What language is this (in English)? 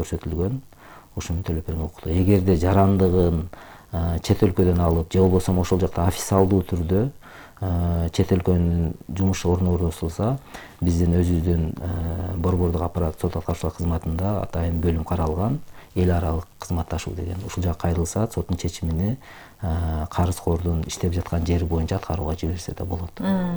Kyrgyz